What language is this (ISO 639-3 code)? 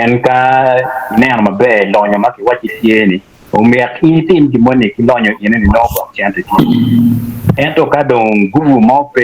ach